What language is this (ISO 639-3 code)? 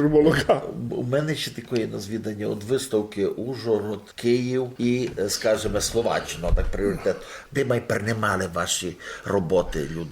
rue